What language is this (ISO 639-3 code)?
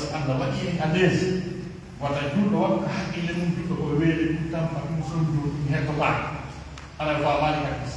fuf